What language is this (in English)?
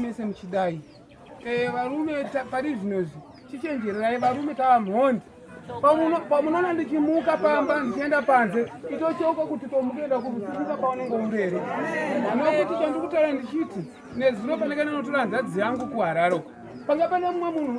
Shona